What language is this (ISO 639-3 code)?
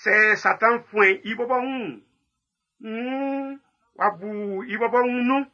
bci